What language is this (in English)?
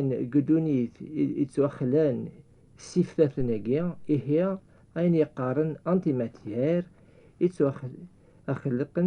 Kabyle